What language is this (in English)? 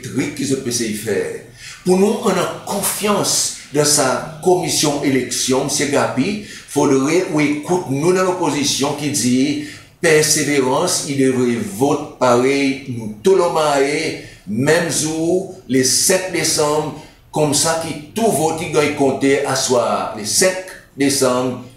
Seselwa Creole French